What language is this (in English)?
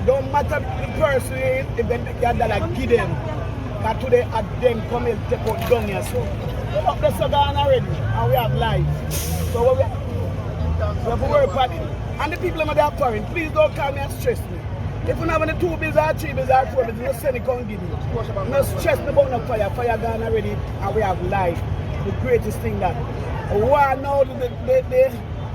Jamaican Creole English